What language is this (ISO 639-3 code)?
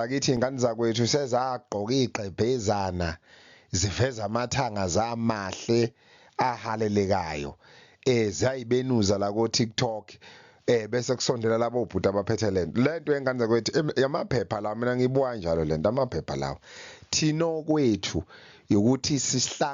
zul